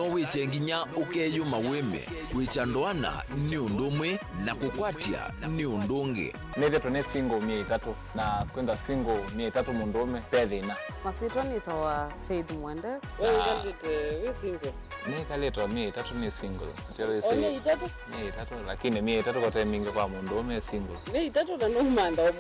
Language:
Kamba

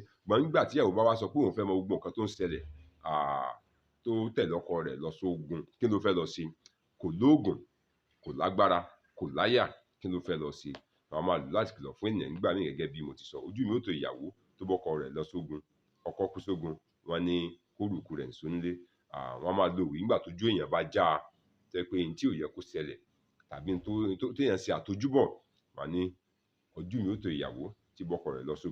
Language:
Yoruba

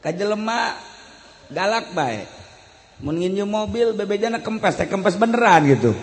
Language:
Sundanese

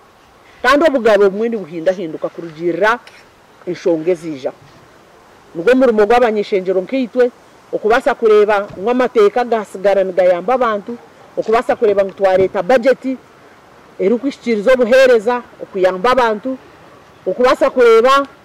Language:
Nyankole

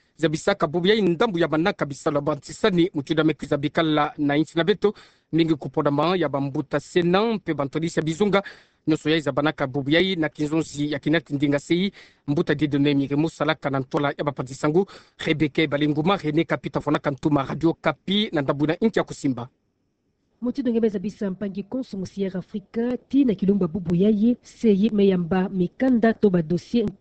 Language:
Kituba (Democratic Republic of Congo)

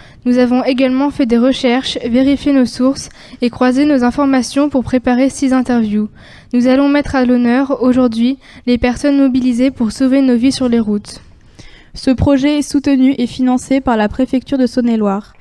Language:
French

